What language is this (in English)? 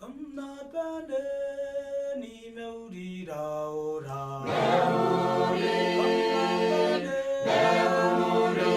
Gilbertese